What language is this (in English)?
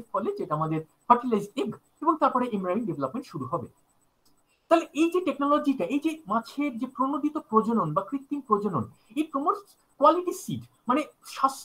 Bangla